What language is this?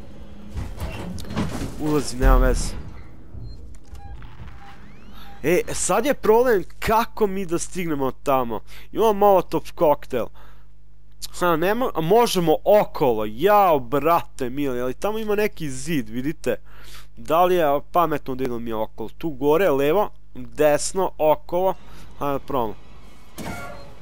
Serbian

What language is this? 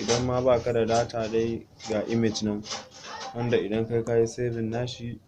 Hausa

